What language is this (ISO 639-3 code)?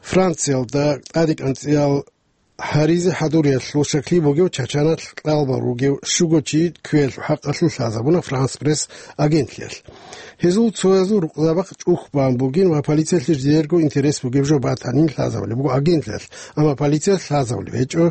ava